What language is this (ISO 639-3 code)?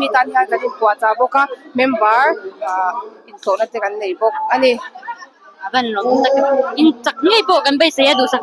lus